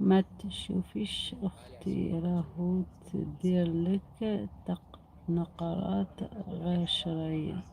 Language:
Algerian Arabic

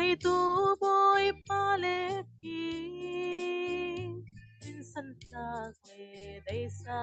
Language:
Falam Chin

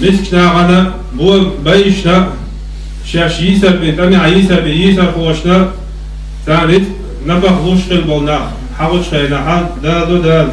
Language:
Chechen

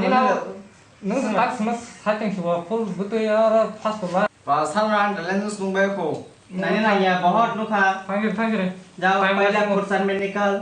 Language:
Kok Borok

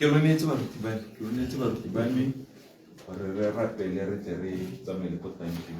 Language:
Tswana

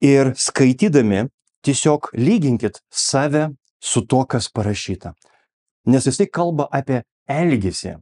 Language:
Lithuanian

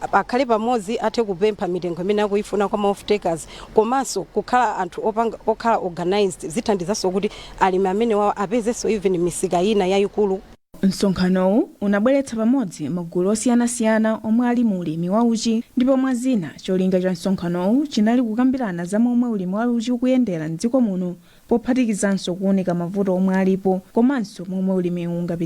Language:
Nyanja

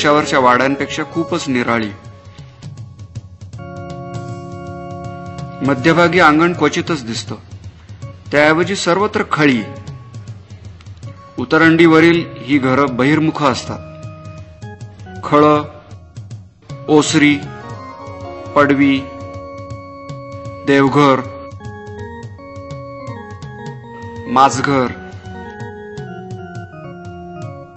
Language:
Marathi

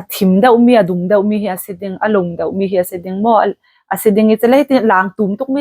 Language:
Falam Chin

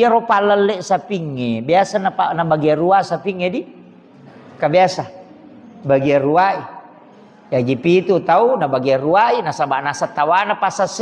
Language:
Buginese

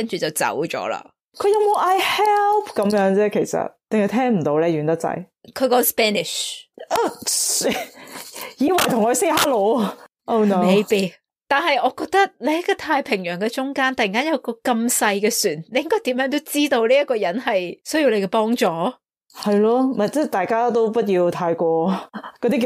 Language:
Cantonese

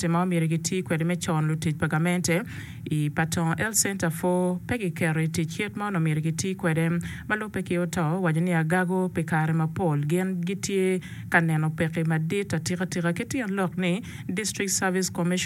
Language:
Acoli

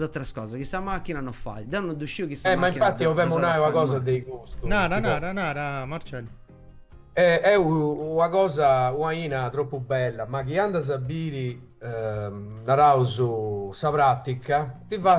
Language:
Sardinian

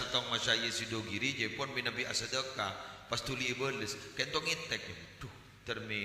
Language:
Madurese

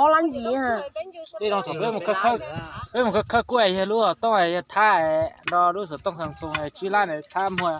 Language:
Hmong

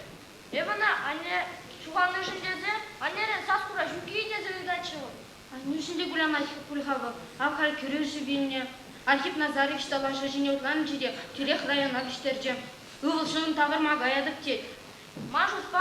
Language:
Chuvash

